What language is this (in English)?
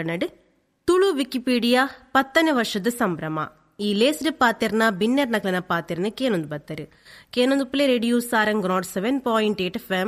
Tulu